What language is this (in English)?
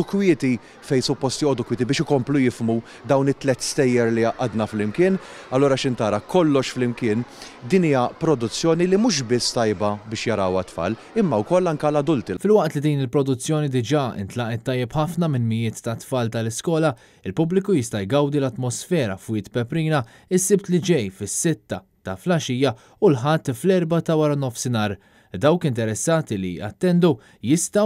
Maltese